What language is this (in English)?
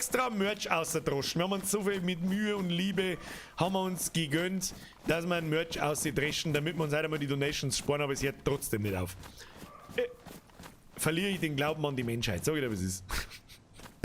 Bavarian